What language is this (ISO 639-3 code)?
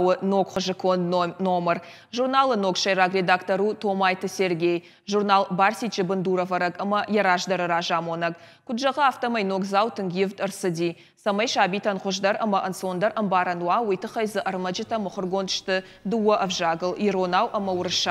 oss